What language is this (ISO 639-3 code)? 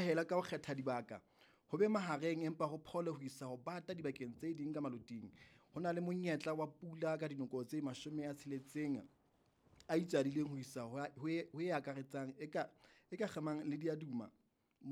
sot